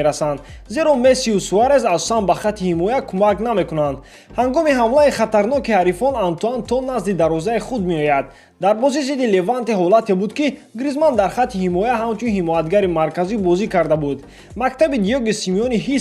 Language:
Tajik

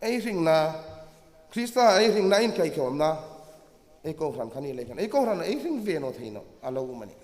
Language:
Hmar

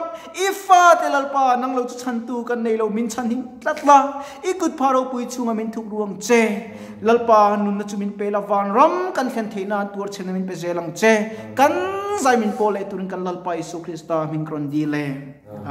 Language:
Mizo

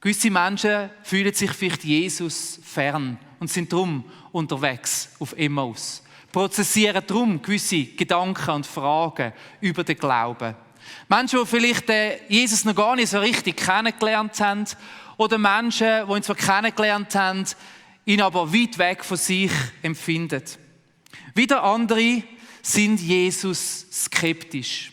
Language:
Swiss German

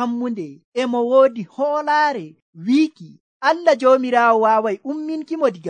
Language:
Nigerian Fulfulde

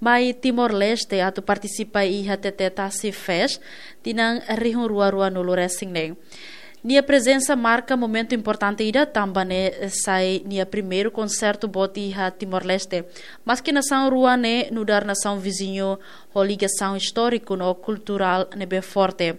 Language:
Tetum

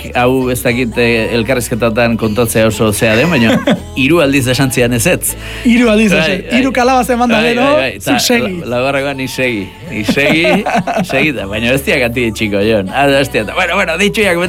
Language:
Basque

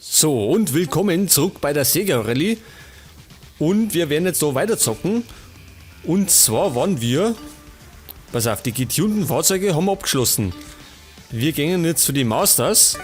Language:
Bavarian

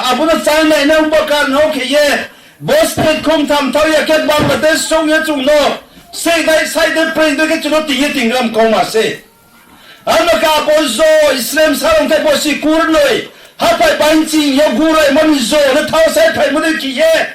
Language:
Riang (India)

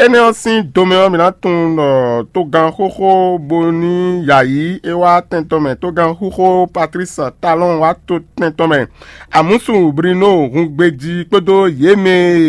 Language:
Fon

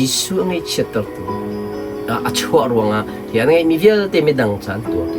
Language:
Hakha Chin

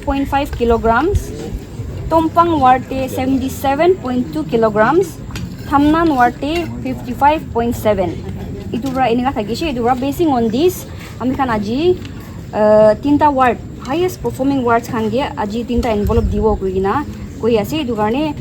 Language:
Naga Pidgin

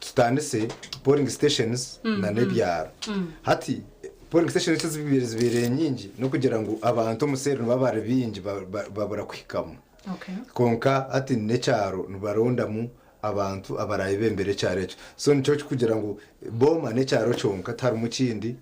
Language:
Nyankole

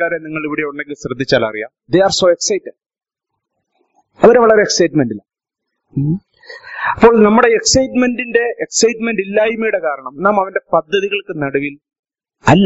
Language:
Malayalam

